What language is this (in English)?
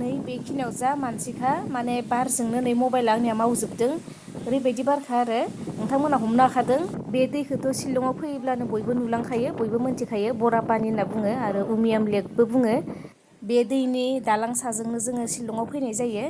Bodo